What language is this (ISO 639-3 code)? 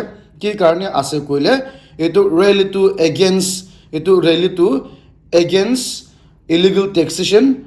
nag